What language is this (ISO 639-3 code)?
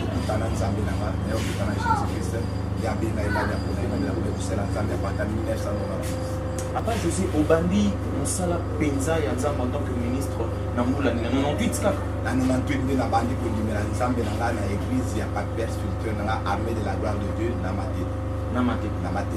lin